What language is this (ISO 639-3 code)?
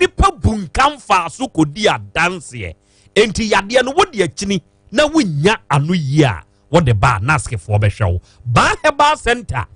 aka